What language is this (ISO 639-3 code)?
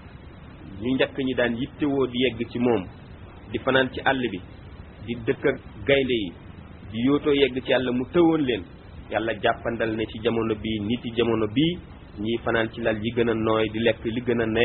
wol